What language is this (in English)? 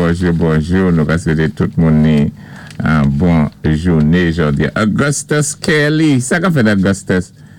Saint Lucian Creole French